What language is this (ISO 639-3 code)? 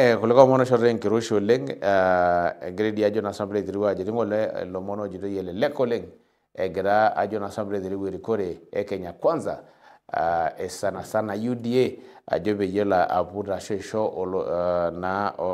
mas